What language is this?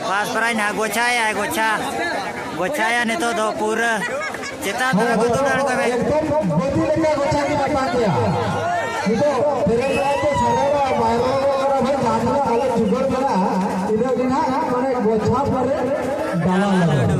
Santali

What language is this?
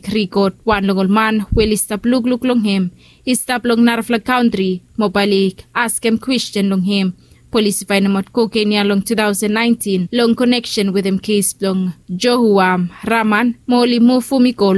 Bislama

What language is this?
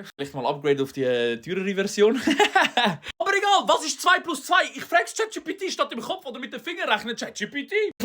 Swiss German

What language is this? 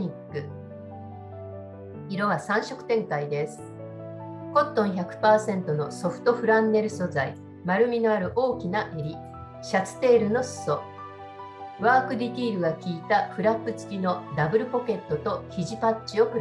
Japanese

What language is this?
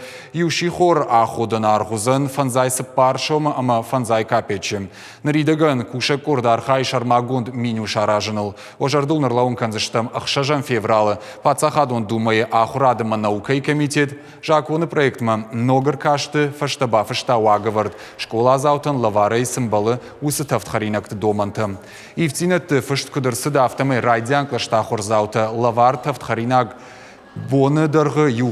Ossetic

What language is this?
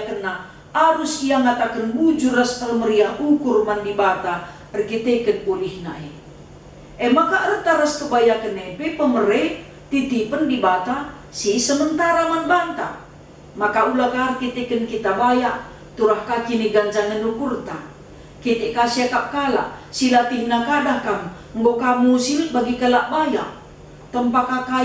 Batak Karo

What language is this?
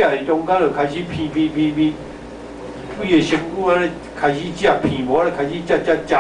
Min Nan Chinese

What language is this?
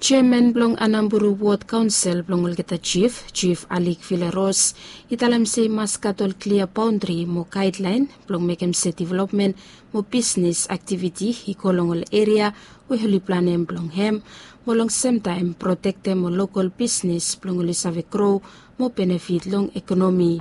Bislama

